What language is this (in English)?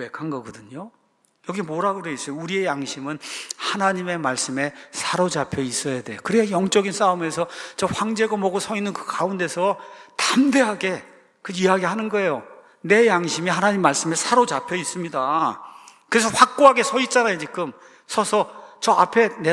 Korean